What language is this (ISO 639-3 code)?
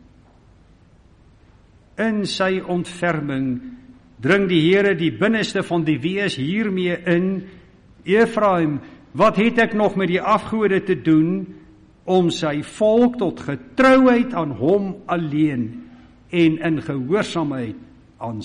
afr